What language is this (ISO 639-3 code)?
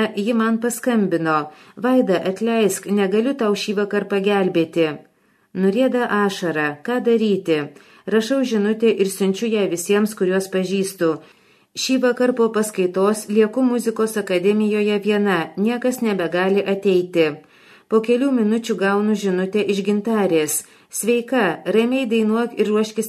lit